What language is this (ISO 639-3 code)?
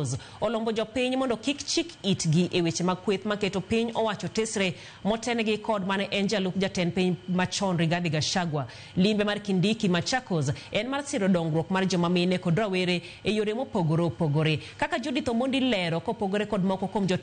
luo